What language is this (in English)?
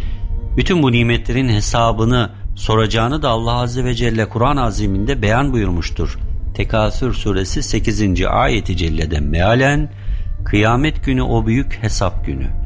Turkish